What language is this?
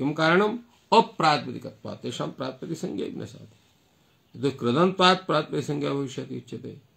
Sanskrit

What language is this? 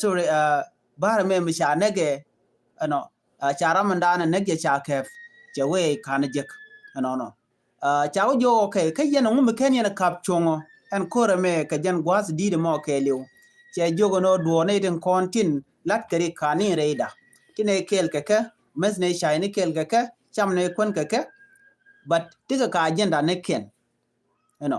Nuer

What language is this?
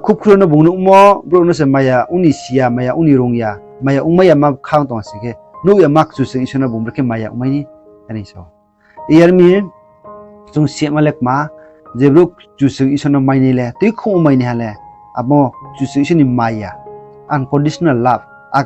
Riang (India)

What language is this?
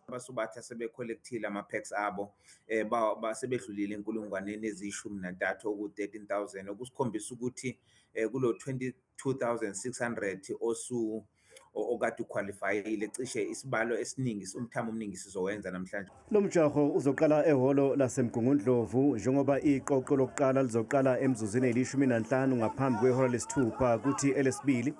Zulu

